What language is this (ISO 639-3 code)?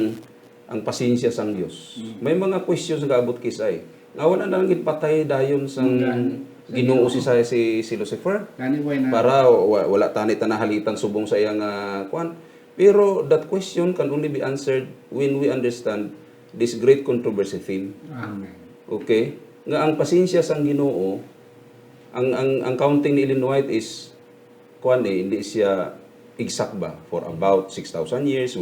hil